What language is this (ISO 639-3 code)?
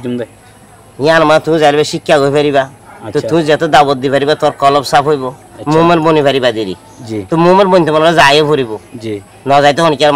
rhg